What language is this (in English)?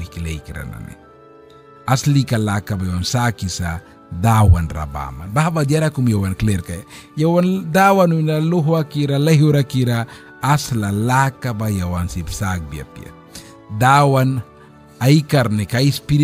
Mískito